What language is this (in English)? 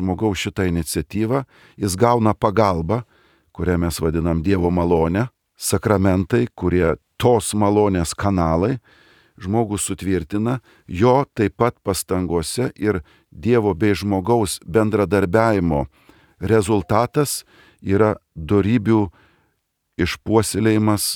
Lithuanian